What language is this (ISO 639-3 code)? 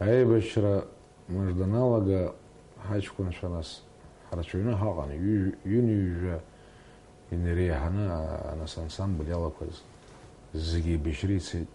abk